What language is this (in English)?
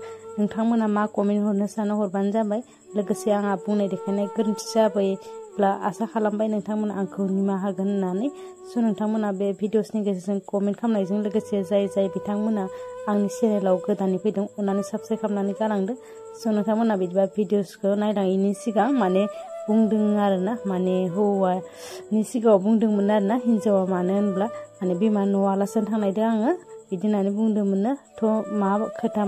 Bodo